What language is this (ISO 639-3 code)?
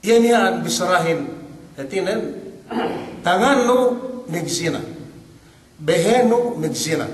yka